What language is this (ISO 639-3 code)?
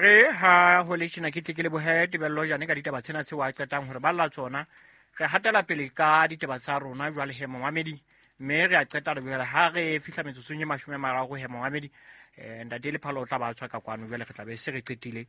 sot